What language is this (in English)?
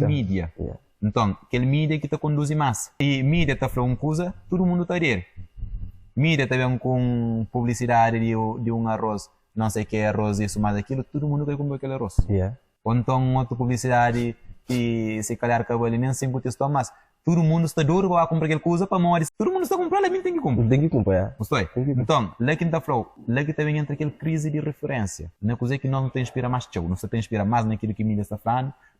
Kabuverdianu